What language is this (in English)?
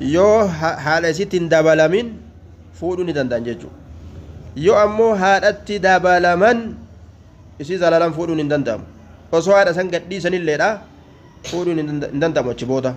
Oromo